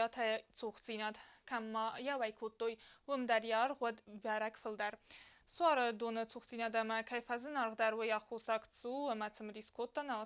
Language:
Ossetic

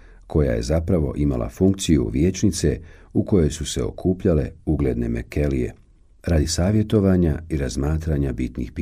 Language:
Bosnian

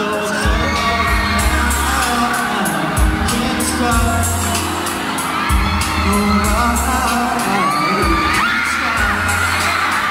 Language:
Filipino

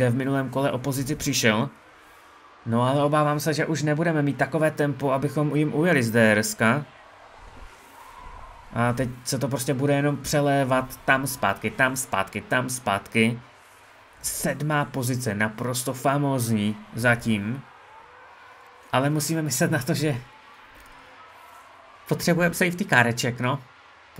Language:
Czech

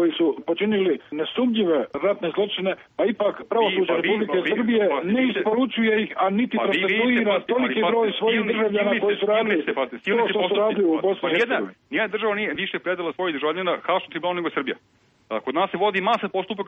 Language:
Serbian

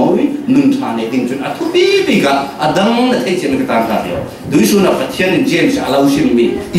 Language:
Falam Chin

